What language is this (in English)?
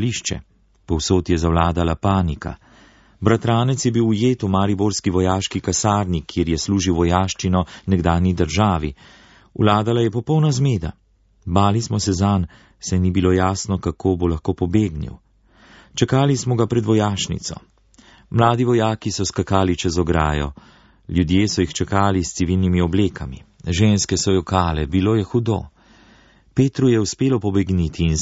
Slovenian